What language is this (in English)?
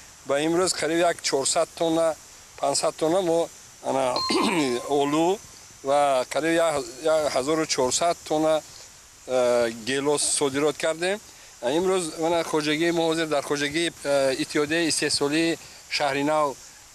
Tajik